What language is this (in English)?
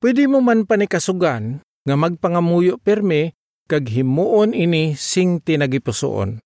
Hiligaynon